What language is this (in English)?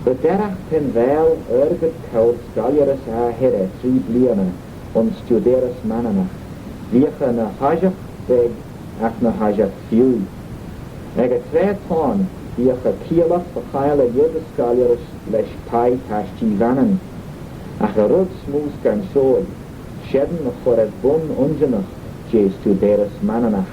Manx